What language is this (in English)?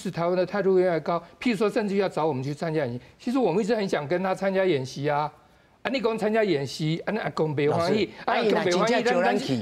Min Nan Chinese